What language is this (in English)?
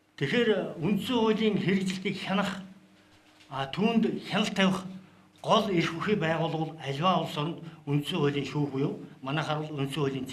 Mongolian